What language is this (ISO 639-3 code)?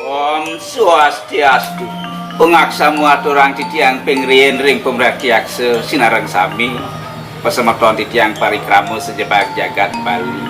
ban